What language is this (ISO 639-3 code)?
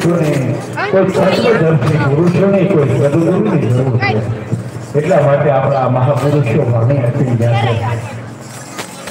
guj